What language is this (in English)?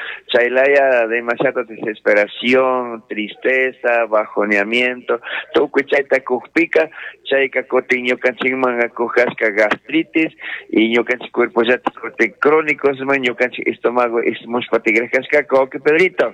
Chimborazo Highland Quichua